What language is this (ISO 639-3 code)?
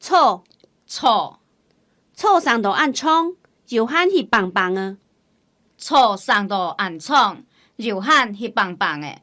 hak